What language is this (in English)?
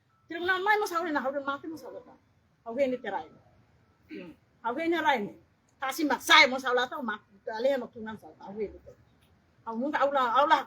Tetum